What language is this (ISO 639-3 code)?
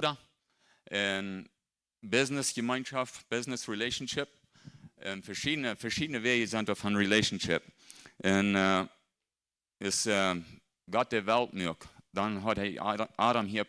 pdt